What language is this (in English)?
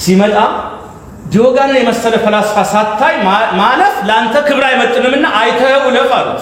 Amharic